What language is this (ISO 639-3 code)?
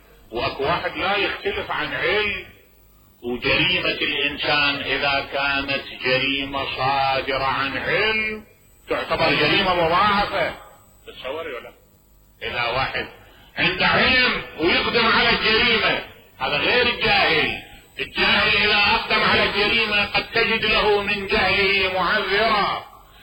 acm